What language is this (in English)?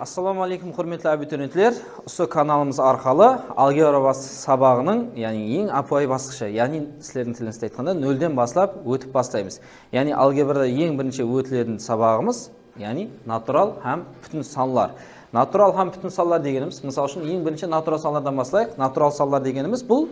Kara-Kalpak